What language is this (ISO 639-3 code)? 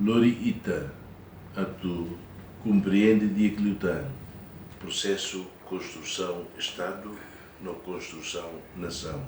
tet